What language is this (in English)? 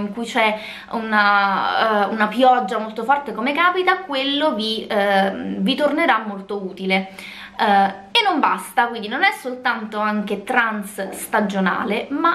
Italian